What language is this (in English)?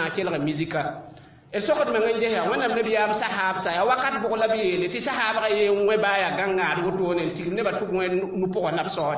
Mossi